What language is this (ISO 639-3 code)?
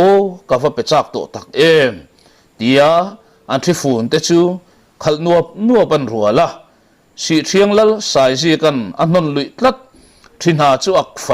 lus